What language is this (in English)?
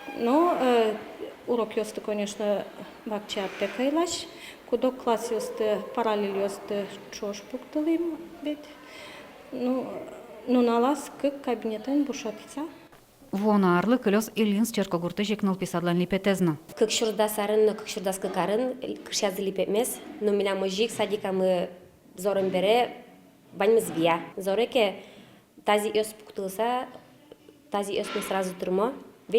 Udmurt